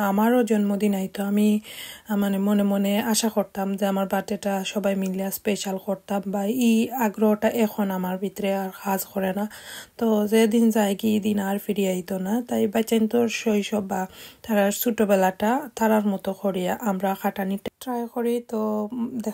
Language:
Sylheti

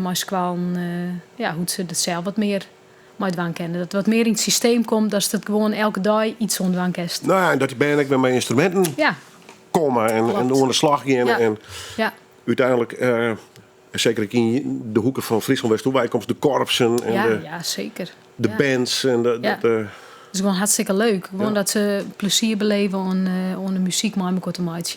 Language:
Western Frisian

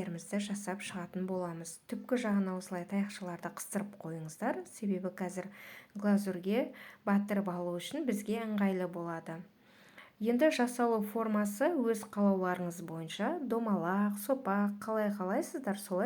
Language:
Kazakh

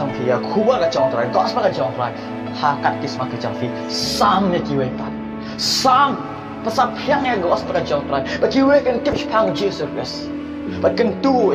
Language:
Khasi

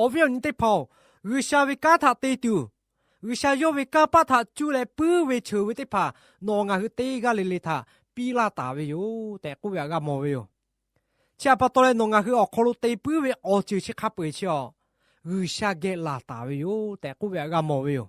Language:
Lahu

